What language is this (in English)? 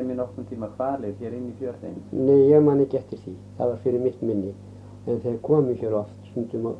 Icelandic